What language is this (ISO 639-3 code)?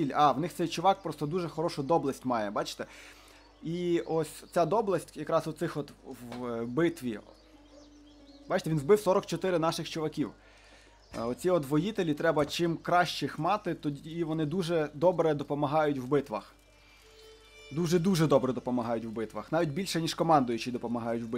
ukr